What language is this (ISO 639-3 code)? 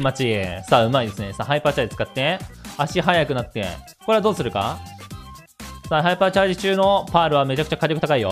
jpn